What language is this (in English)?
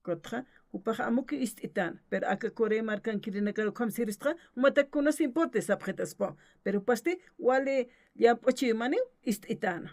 Aymara